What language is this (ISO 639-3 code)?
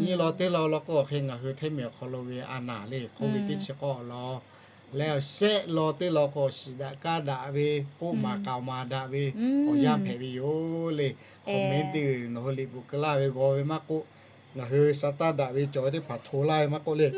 lhu